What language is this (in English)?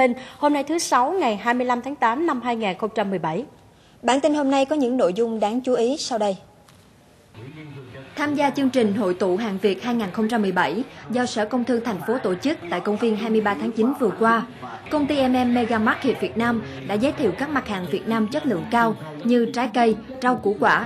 Vietnamese